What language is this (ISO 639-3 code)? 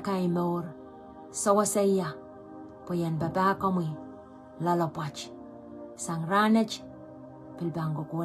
pon